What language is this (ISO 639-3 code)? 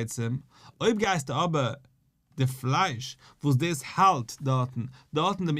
yid